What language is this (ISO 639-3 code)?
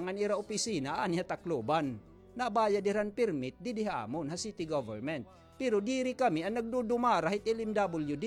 war